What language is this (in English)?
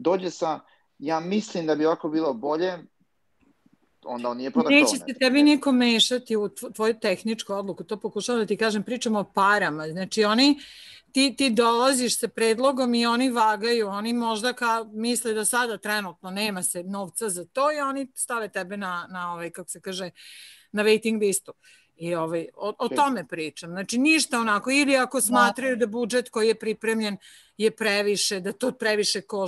Serbian